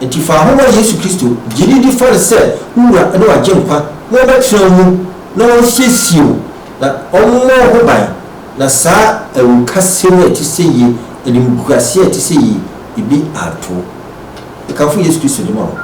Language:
Akan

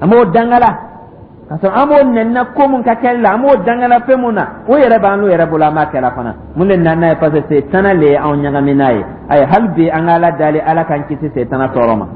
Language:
Dyula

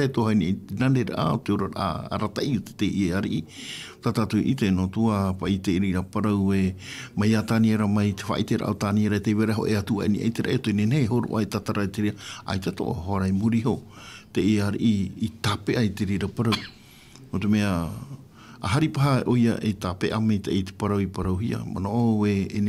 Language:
Tahitian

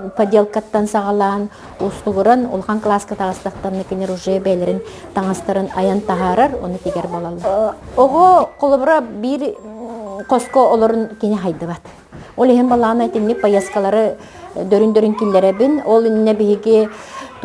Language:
Yakut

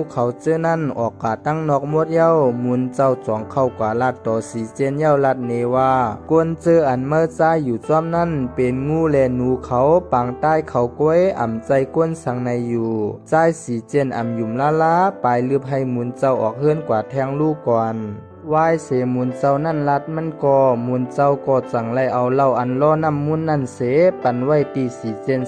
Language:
Shan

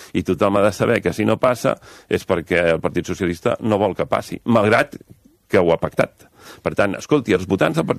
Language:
Catalan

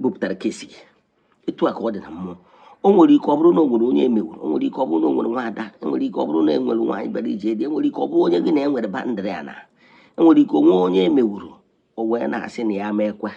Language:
Igbo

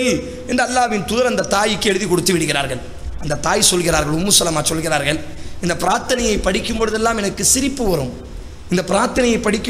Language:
Tamil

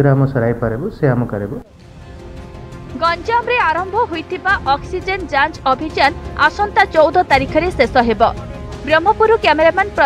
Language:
Odia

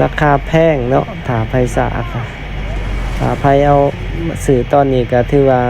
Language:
Lao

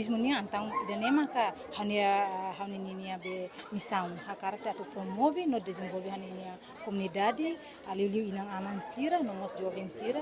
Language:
Tetum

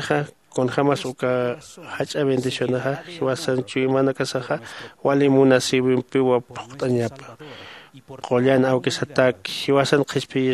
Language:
Aymara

